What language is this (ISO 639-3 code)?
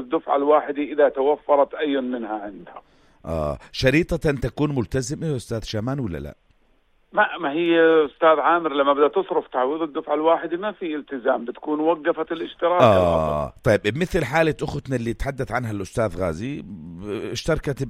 apc